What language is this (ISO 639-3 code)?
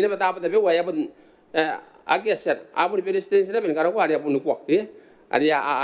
gil